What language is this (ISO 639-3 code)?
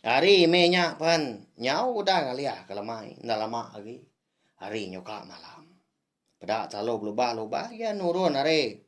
iba